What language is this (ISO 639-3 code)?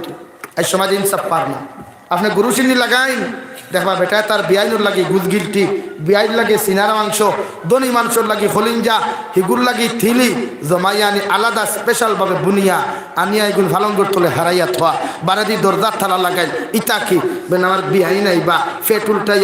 syl